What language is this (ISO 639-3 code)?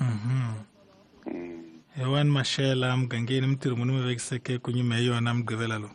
tso